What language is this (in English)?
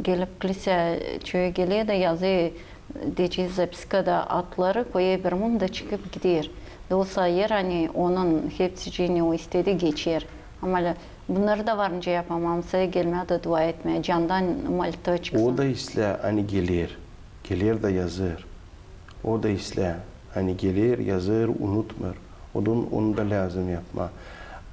Gagauz